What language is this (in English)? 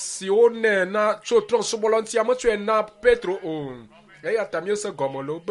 Ewe